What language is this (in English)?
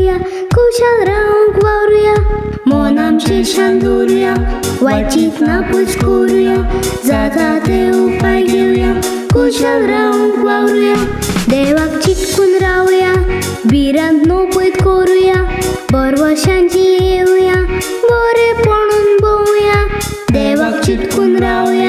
Konkani